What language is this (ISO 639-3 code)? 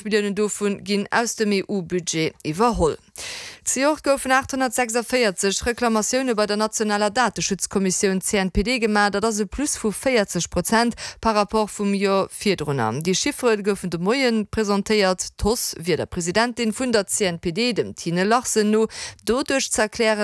ltz